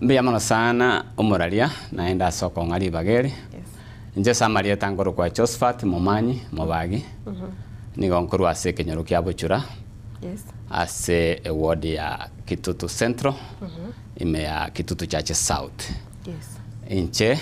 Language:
Gusii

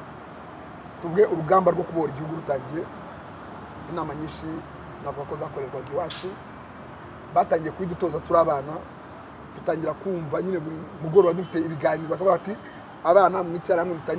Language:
Kinyarwanda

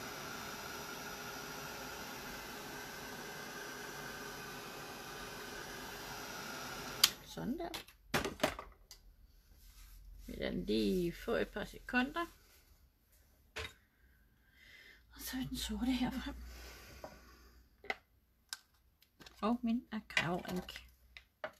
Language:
Danish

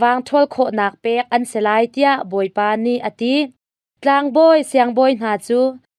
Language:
Hakha Chin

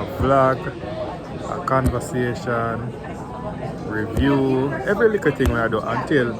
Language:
Jamaican Creole English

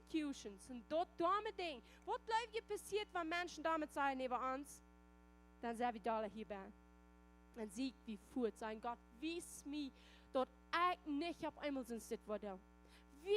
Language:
Plautdietsch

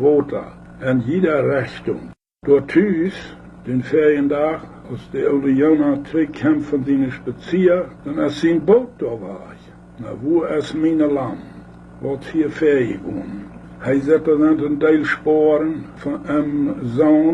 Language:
Plautdietsch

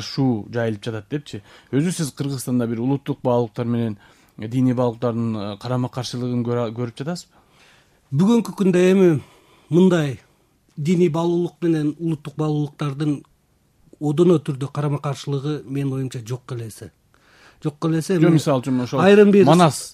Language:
Kyrgyz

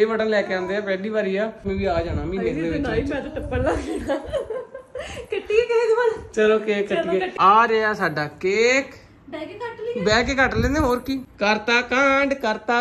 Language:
Punjabi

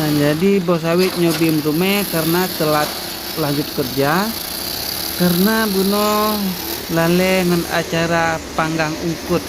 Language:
Achinese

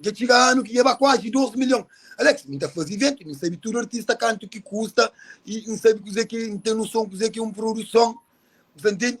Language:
Kabuverdianu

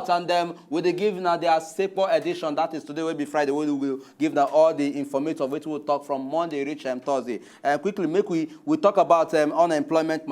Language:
Nigerian Pidgin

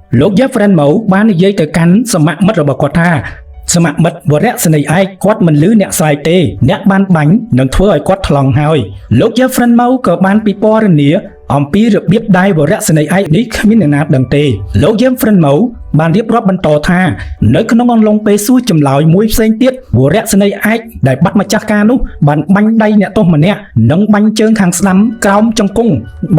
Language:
Khmer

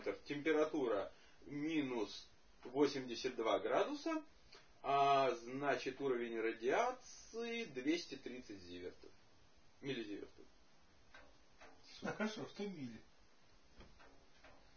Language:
Russian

